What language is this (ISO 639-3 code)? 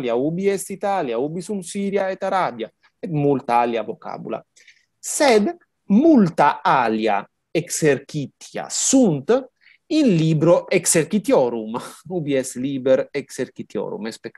lat